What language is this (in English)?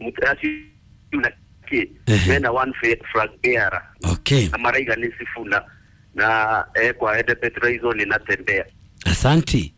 Kikuyu